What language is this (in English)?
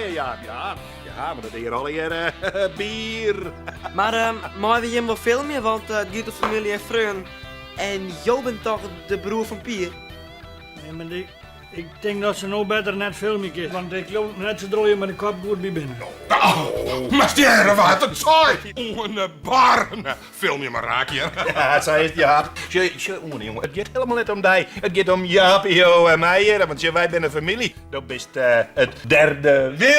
Western Frisian